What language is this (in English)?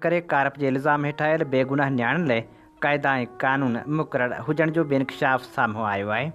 Sindhi